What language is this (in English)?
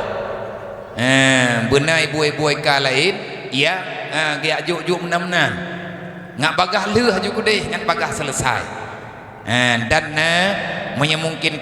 Achinese